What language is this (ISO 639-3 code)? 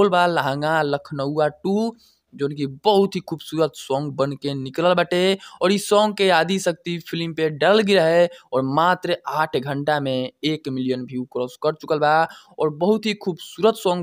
bho